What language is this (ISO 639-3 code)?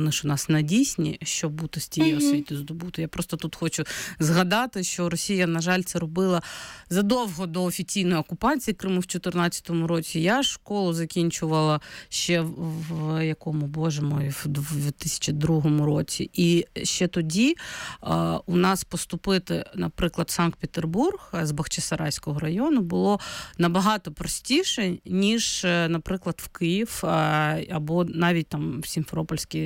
ukr